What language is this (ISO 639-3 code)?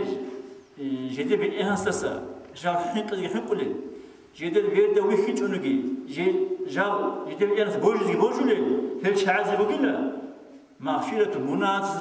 ava